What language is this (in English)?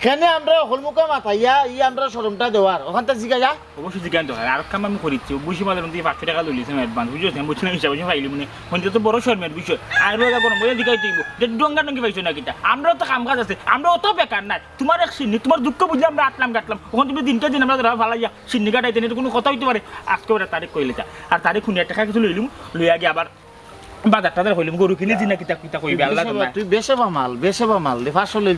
Sylheti